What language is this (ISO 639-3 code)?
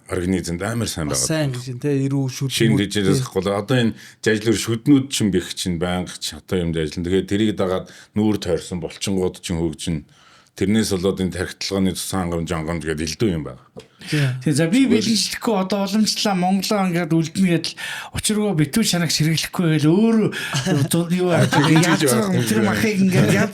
mon